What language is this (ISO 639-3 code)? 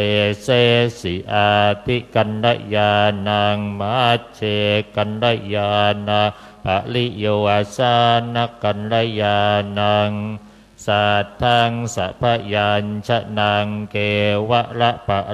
pli